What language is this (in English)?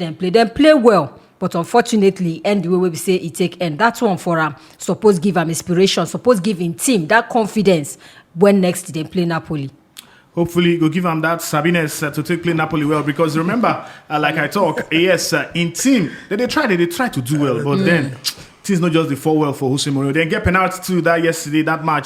Nigerian Pidgin